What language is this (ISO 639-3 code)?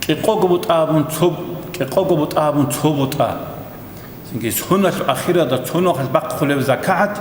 ava